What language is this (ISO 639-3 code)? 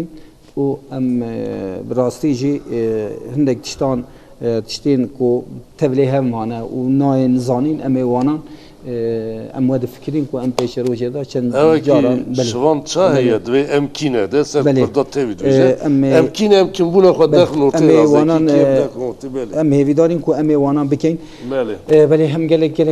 kur